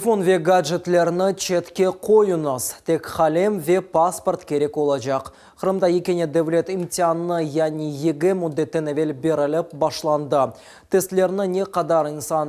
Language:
Crimean Tatar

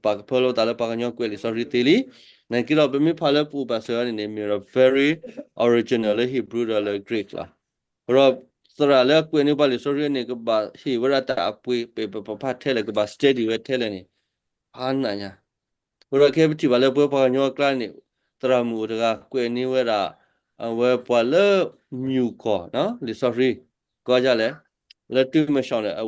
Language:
S'gaw Karen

